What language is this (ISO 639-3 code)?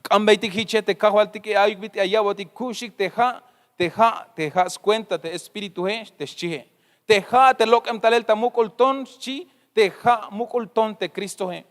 tzh